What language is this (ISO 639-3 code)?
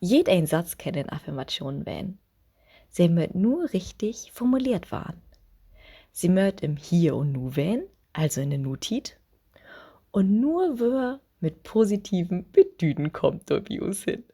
nds